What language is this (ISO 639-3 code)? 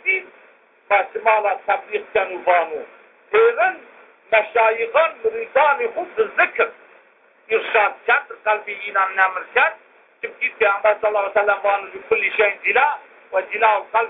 zza